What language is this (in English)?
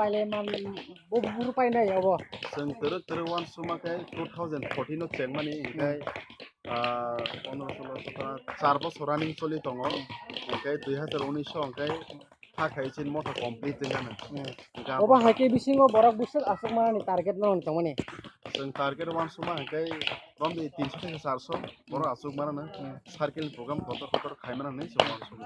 Kok Borok